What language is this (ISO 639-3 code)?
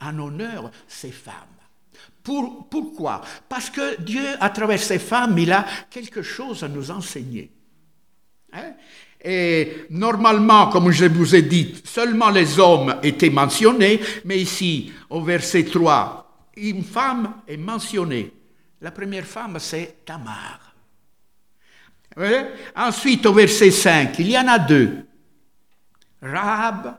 fra